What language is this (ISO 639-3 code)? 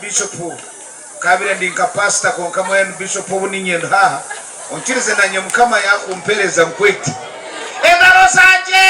nyn